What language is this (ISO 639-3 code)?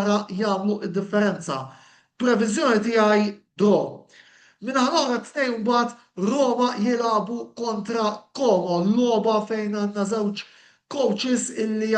mlt